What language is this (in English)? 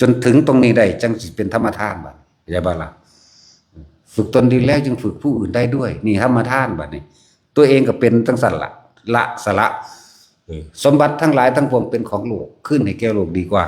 Northeastern Thai